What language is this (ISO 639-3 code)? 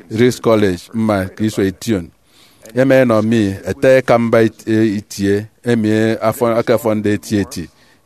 efi